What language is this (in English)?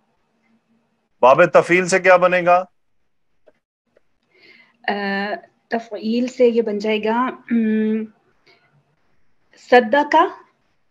Urdu